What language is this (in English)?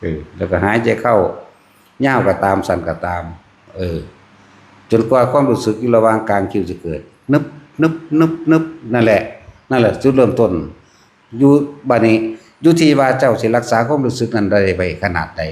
Northeastern Thai